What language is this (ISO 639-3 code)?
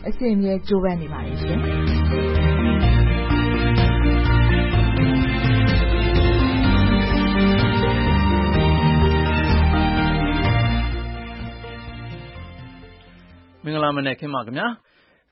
mya